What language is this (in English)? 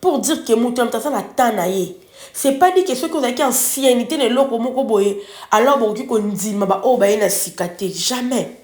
Lingala